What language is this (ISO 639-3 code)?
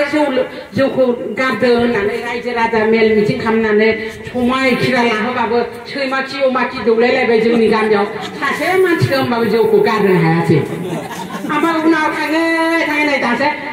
brx